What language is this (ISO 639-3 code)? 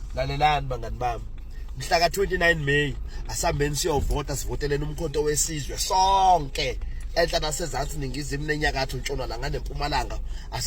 zul